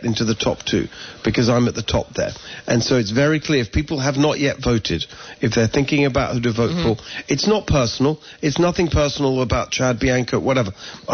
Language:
English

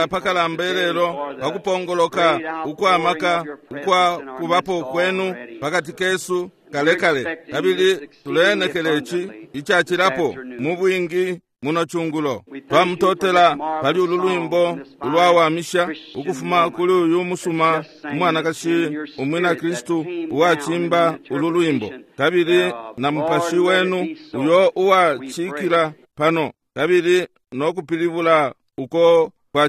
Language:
Bemba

